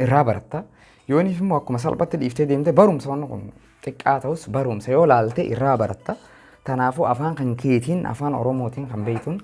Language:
Oromo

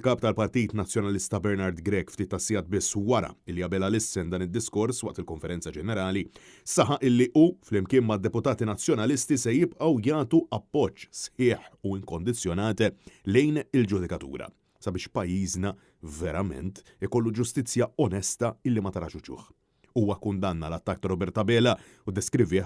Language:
Maltese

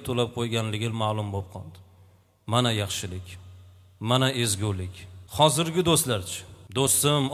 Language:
Uzbek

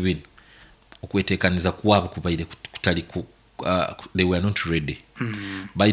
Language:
Nyankole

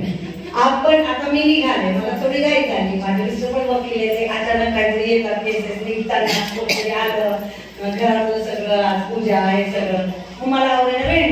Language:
Marathi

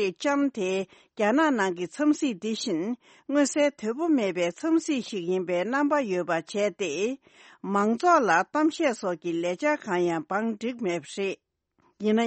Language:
Tibetan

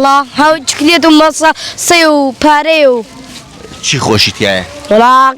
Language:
Central Kurdish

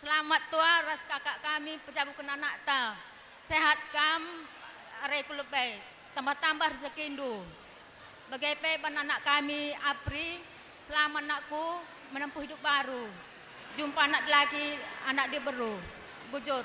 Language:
Batak Karo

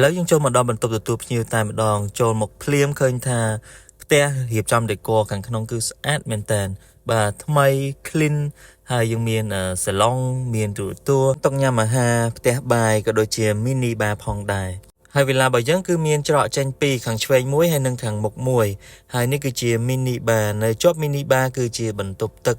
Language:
Khmer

